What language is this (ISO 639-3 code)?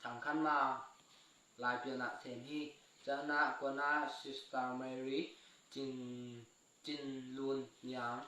ctd